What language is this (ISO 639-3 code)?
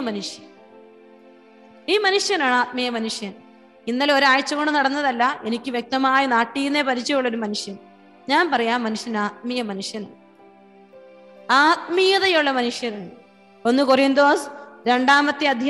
mal